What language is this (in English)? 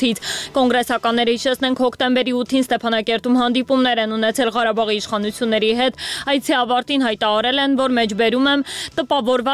Armenian